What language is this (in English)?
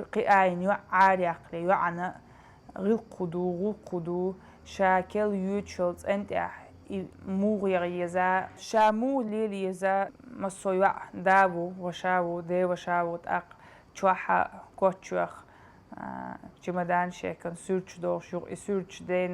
Chechen